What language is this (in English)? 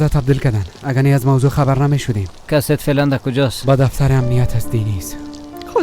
Persian